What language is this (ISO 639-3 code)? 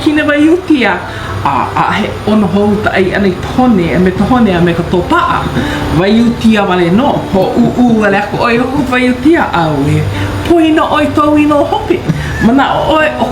haw